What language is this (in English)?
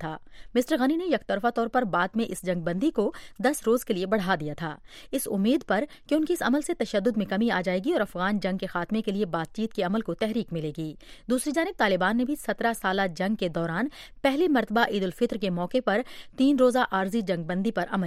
Urdu